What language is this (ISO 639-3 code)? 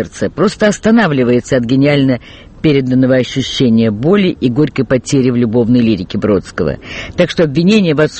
rus